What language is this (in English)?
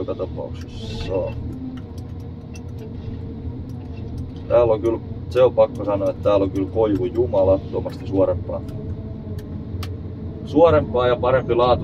Finnish